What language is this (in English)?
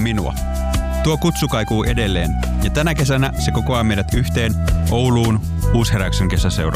Finnish